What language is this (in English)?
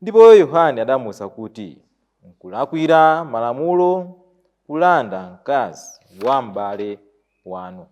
Nyanja